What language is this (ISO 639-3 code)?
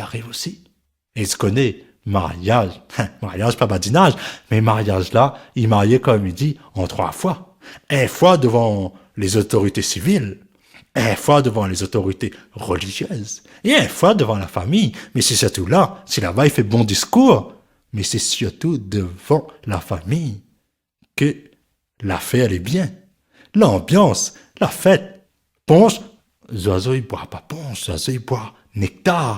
rcf